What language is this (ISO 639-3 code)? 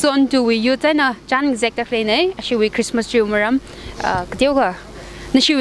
nmf